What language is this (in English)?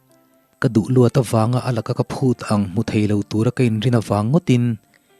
Mizo